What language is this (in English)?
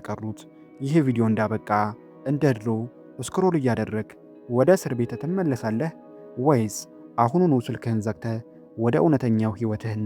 Amharic